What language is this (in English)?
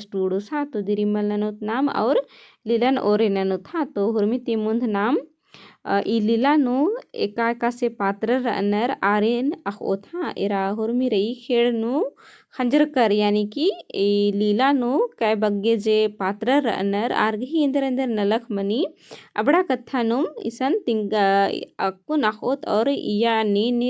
Kurukh